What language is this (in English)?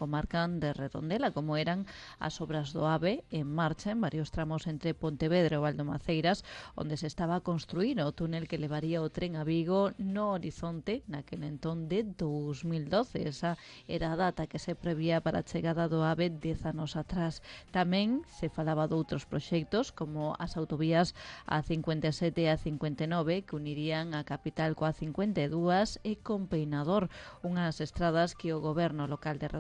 Galician